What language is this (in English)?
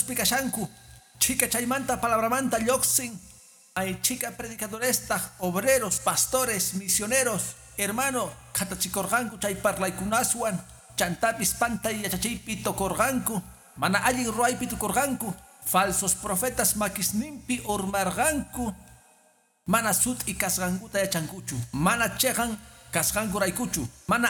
Quechua